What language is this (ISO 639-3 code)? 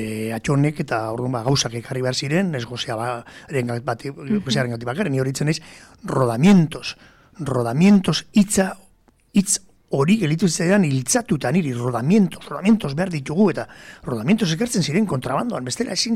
eus